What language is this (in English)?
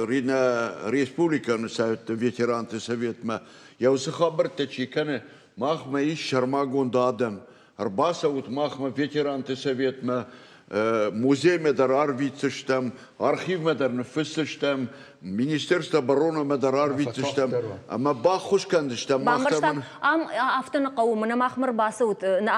Ossetic